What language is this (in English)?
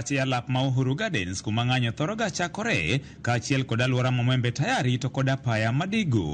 Luo (Kenya and Tanzania)